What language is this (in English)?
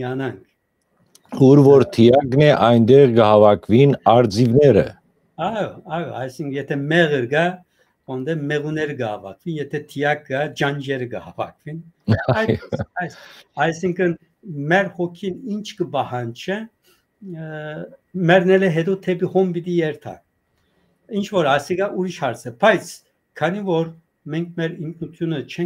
Western Armenian